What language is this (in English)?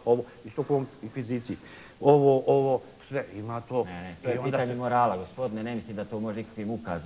Bosnian